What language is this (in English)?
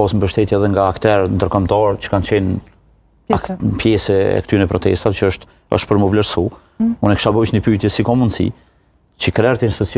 Albanian